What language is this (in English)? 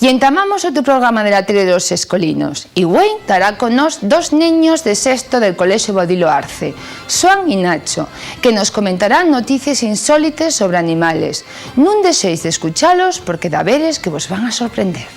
Asturian